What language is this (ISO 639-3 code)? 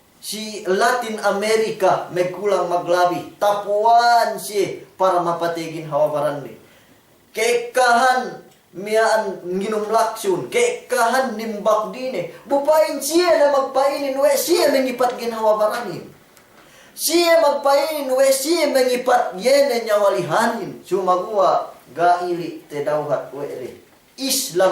yka